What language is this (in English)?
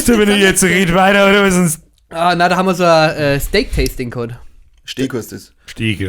Bavarian